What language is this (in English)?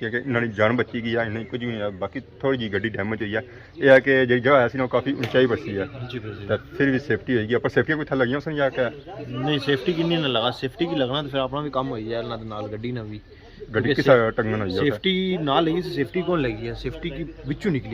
Pahari-Potwari